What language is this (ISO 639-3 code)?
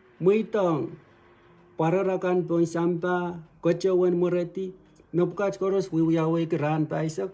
pon